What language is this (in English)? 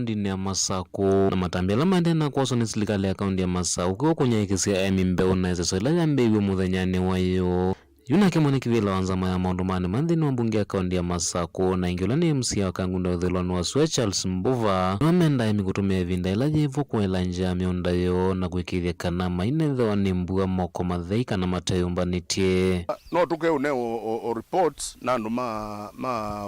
Kamba